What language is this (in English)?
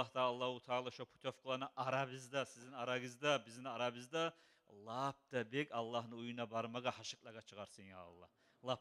Kumyk